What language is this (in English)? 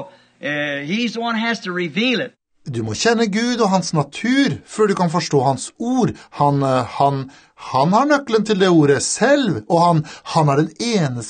Norwegian